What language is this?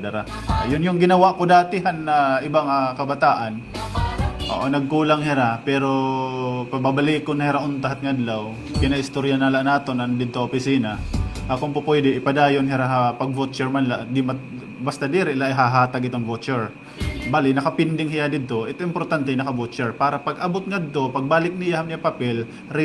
Waray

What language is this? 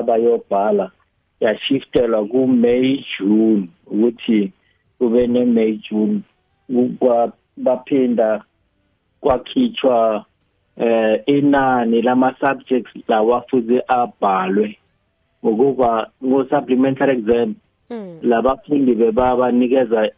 South Ndebele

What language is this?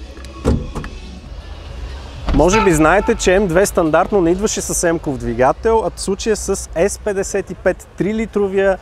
Bulgarian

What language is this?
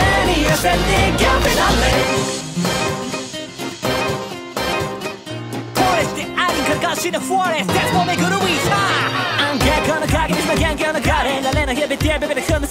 Japanese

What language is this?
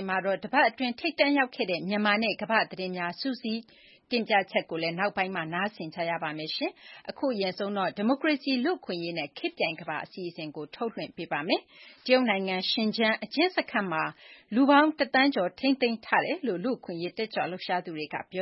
Burmese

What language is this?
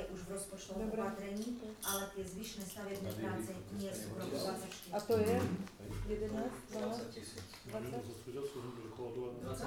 Slovak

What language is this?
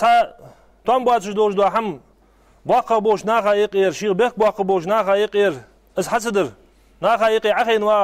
Ingush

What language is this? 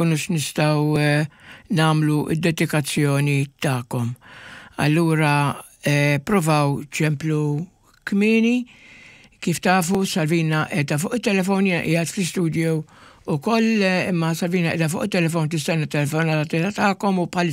Maltese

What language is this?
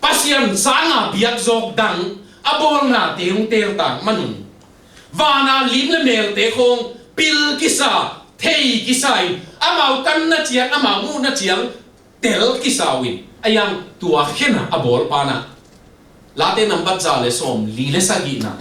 Tedim Chin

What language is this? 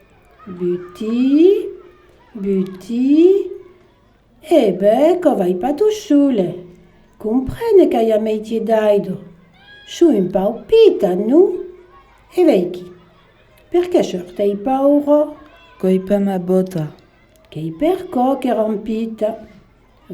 Occitan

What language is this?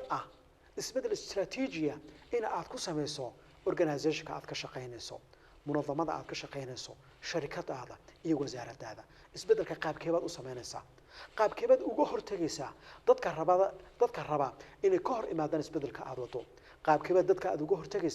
Somali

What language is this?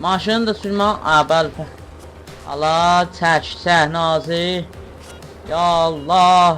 South Azerbaijani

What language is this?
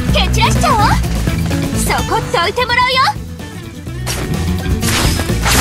Japanese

